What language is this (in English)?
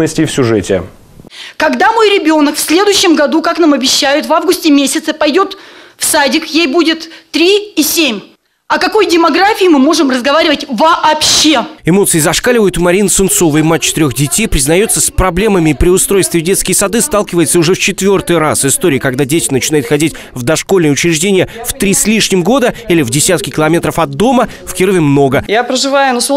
Russian